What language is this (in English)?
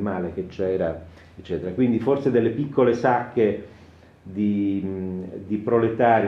Italian